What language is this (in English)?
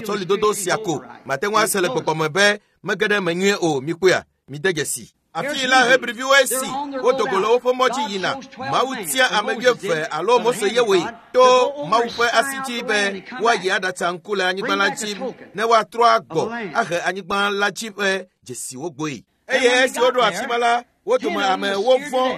Ewe